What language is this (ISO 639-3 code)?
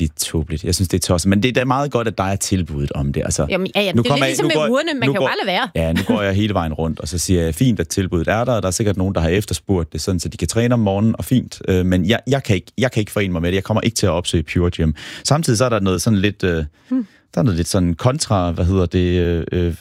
dan